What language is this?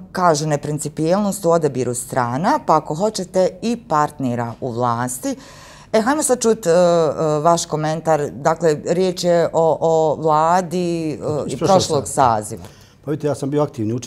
Bosnian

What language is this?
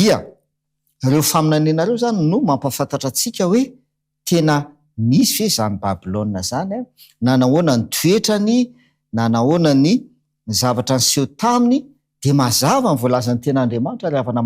Malagasy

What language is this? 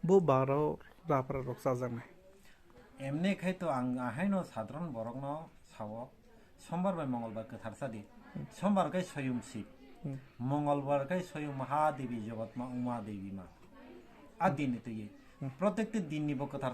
Kok Borok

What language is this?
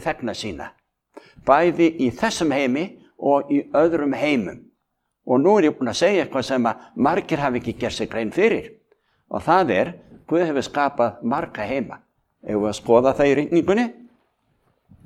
Icelandic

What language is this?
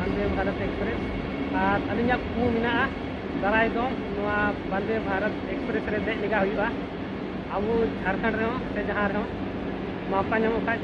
Santali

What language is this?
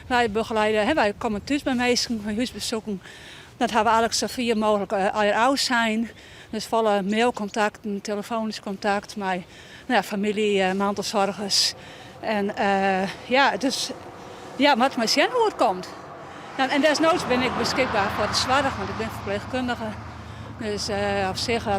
Western Frisian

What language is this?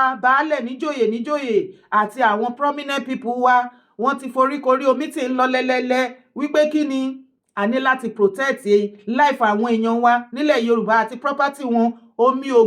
Yoruba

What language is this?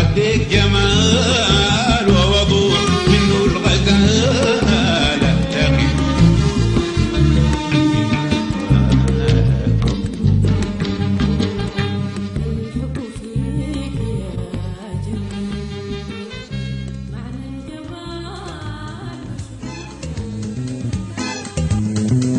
Arabic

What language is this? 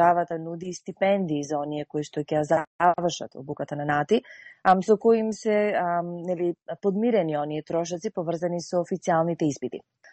Macedonian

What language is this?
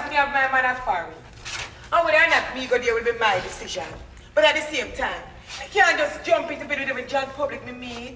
Jamaican Creole English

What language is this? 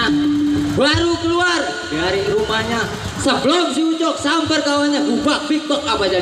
Betawi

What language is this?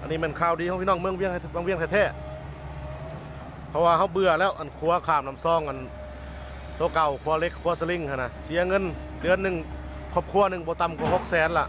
Lao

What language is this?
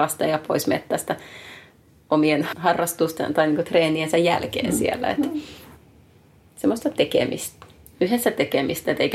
Finnish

